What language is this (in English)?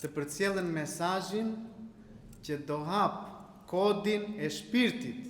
Albanian